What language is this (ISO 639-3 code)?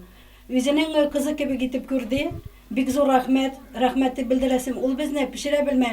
tat